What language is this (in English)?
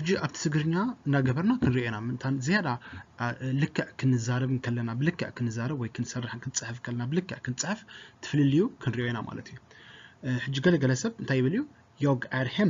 Tigrinya